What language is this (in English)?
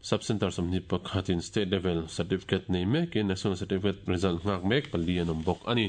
Mizo